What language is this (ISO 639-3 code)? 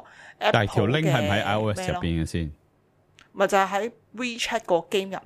yue